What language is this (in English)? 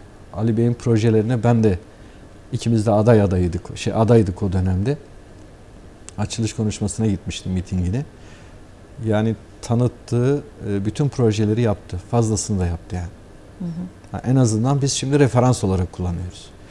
Turkish